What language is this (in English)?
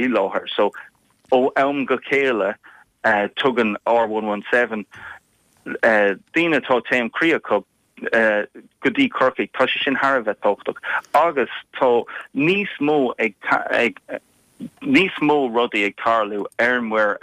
Irish